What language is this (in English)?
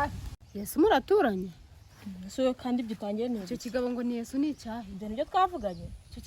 Kinyarwanda